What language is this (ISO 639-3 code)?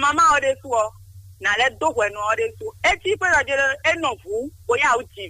fon